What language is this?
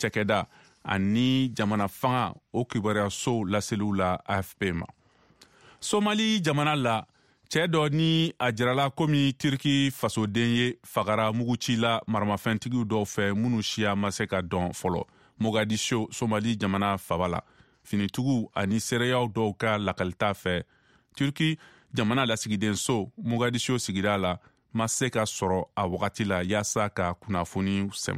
Bambara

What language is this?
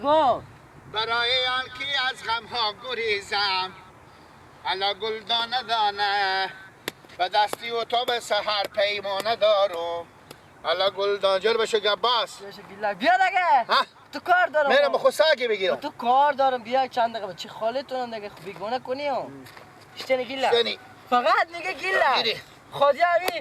Persian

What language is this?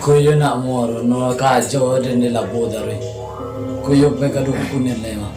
Minangkabau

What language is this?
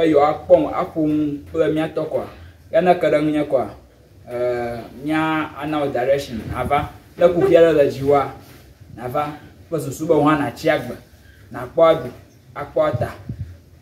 Ewe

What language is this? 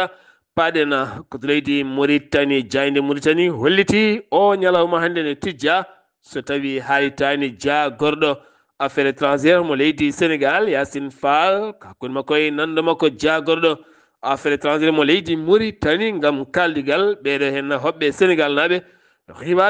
Fula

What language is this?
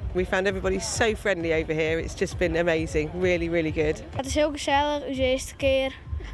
Western Frisian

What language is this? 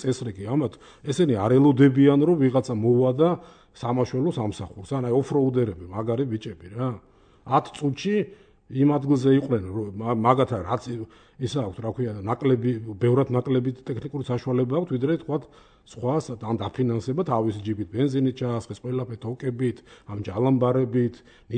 Georgian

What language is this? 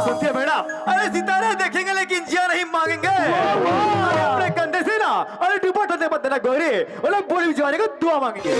Chhattisgarhi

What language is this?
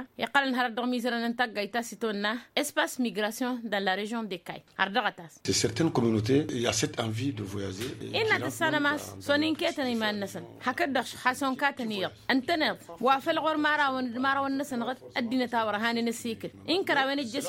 Tamasheq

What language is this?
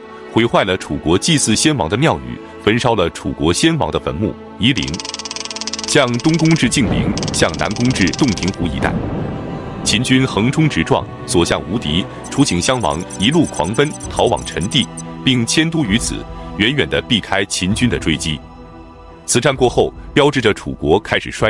Chinese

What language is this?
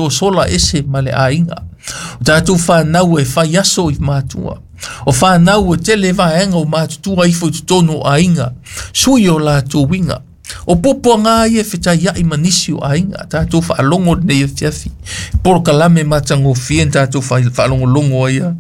Samoan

